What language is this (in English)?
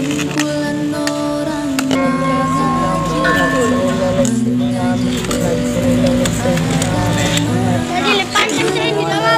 Indonesian